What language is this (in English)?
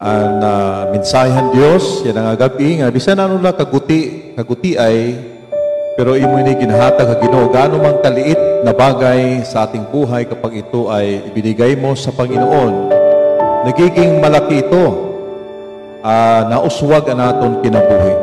Waray